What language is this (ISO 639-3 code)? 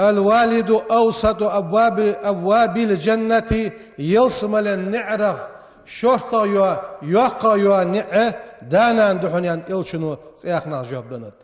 inh